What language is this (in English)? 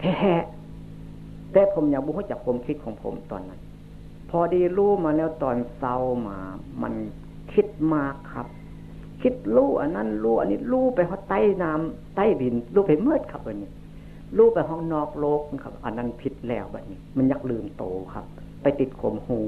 Northeastern Thai